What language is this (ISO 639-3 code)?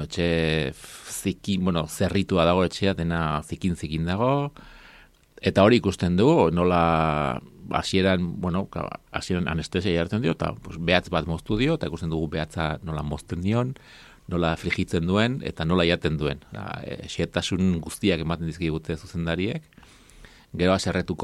eus